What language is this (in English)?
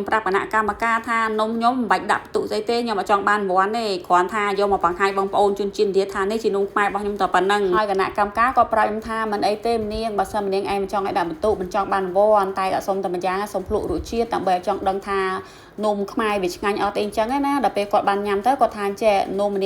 Khmer